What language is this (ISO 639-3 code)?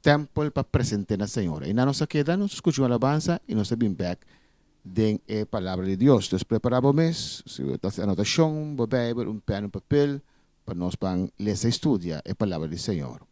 pap